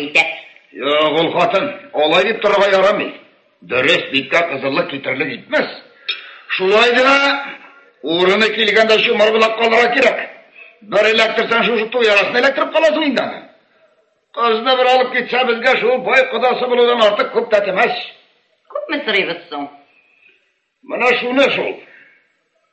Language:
Tatar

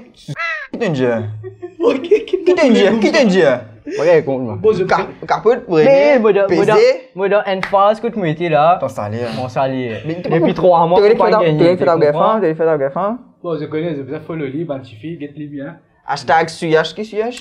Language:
Morisyen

